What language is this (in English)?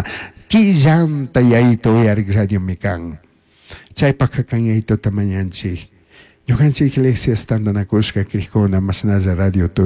Chimborazo Highland Quichua